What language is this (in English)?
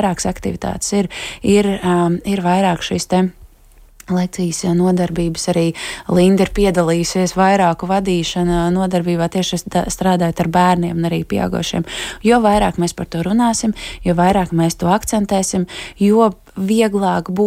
Latvian